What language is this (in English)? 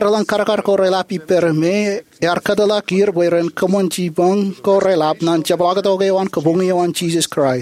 Marshallese